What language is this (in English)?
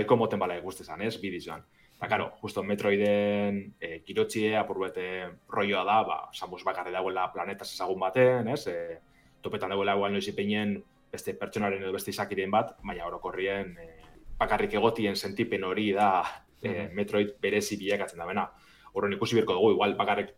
Basque